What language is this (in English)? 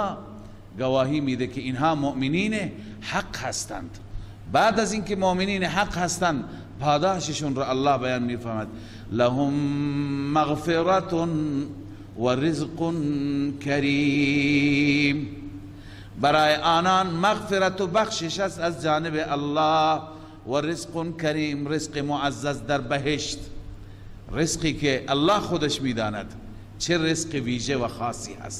Persian